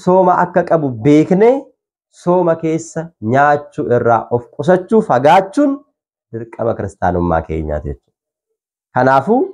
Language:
Oromo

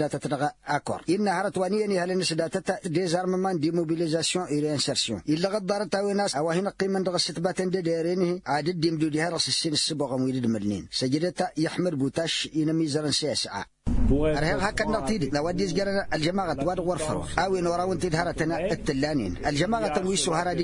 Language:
Tamasheq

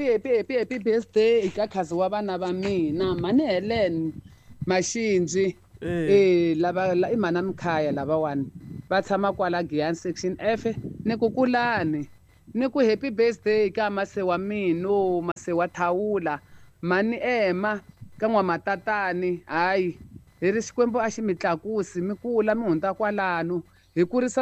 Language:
Tsonga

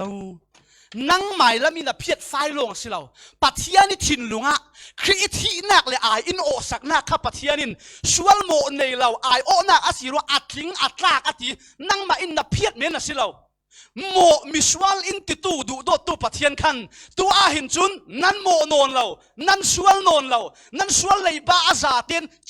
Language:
Falam Chin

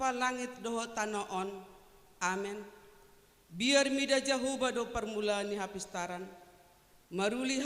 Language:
Batak Toba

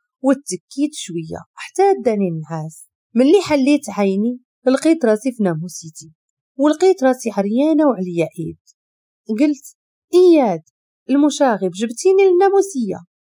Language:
Moroccan Arabic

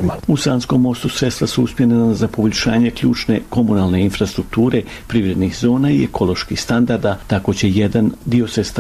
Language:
Bosnian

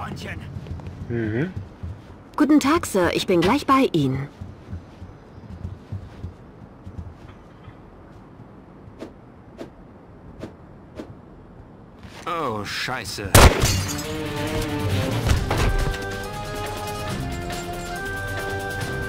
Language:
German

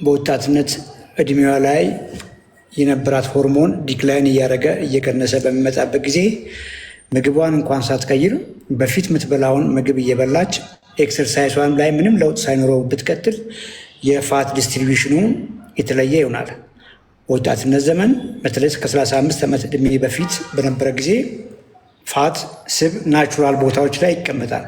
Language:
Amharic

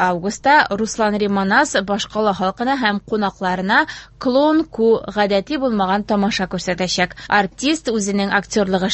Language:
Tatar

